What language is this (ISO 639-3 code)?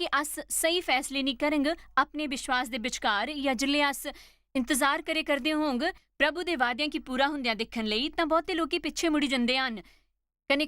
doi